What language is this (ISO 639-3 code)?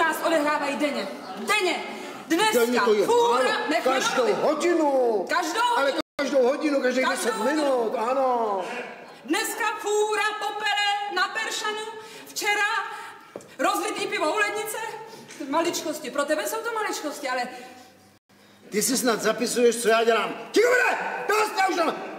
ces